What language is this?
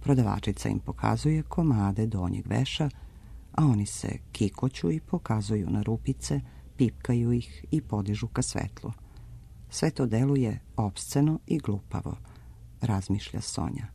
Serbian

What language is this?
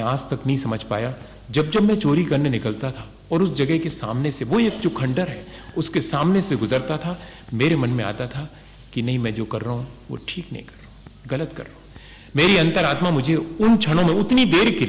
Hindi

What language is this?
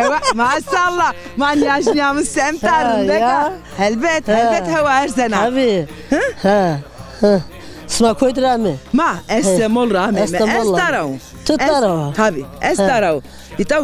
Zaza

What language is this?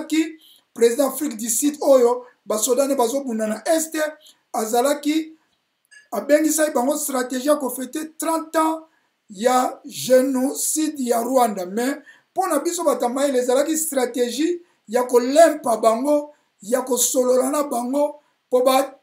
Lingala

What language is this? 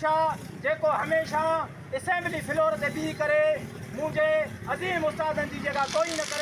Sindhi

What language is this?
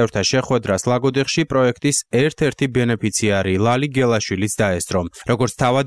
Georgian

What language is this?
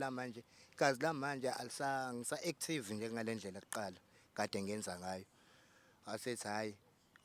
Zulu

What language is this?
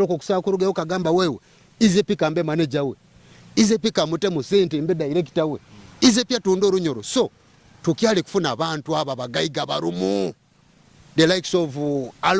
Nyoro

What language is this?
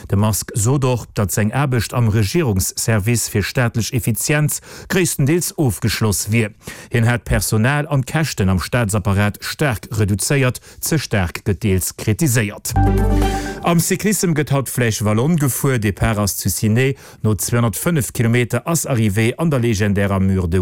Luxembourgish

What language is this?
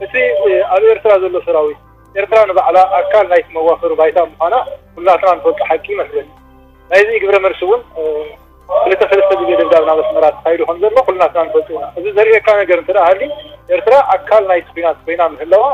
Tigrinya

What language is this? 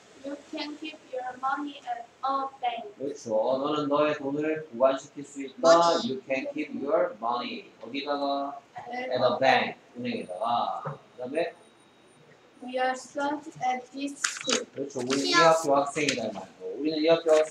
Korean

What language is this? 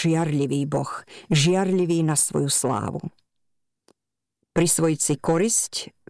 Slovak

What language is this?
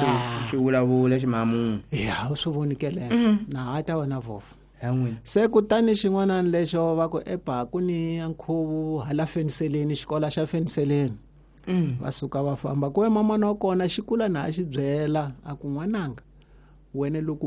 Tsonga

